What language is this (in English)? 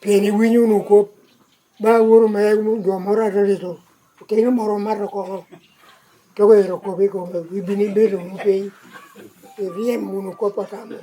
Lango (Uganda)